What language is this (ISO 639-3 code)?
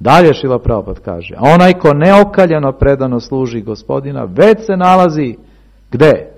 srp